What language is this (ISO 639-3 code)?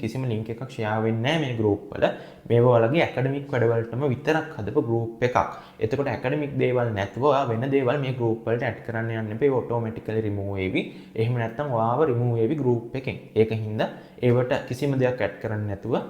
sin